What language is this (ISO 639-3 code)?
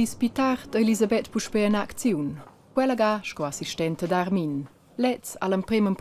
roh